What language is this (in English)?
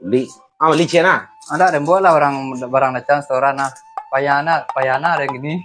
Minangkabau